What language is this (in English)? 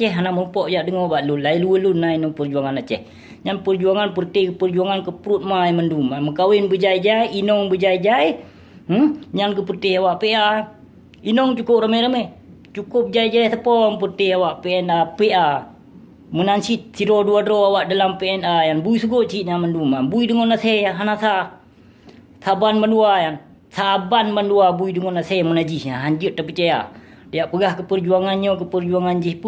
Achinese